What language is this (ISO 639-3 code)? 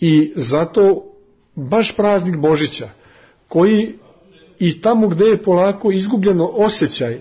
srp